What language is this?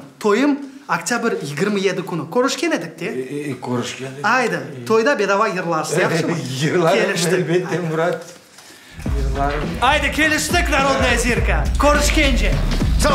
Crimean Tatar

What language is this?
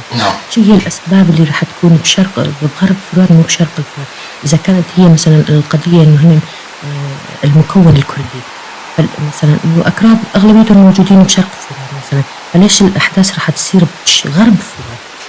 North Levantine Arabic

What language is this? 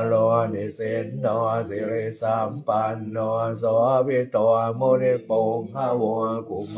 Pali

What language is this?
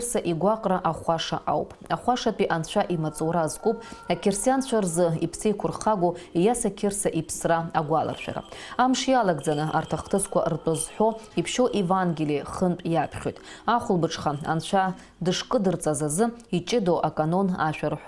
Abkhazian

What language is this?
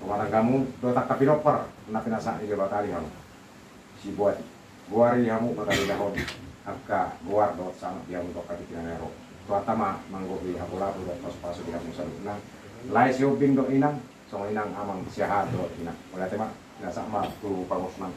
Batak Toba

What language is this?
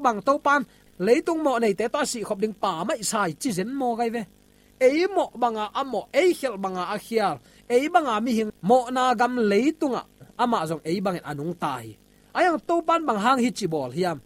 Tedim Chin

